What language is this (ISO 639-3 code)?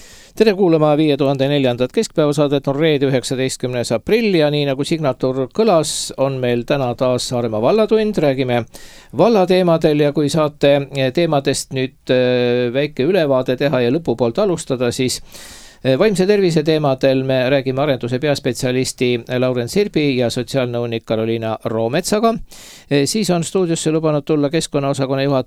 est